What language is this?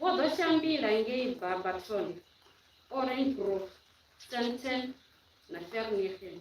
Venda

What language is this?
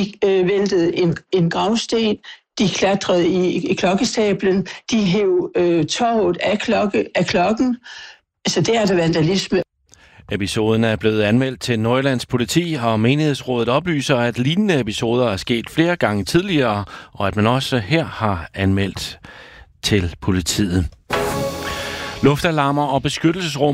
Danish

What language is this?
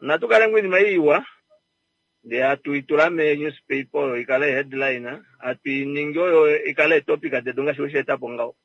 Kuanyama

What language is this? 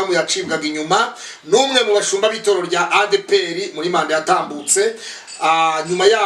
Kinyarwanda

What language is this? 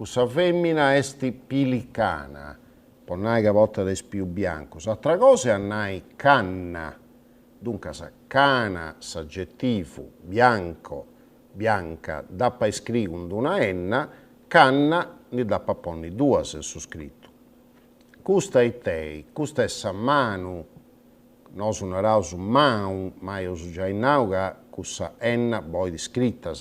Sardinian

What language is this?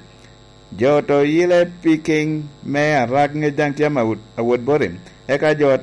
Lango (Uganda)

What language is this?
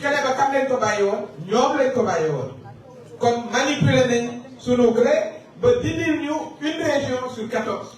Wolof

